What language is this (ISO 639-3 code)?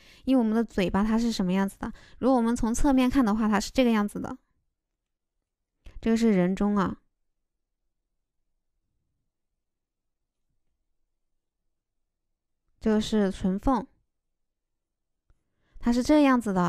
zho